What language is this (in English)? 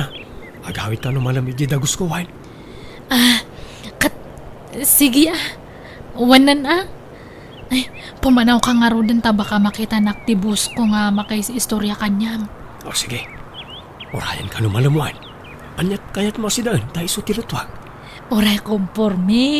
Iloko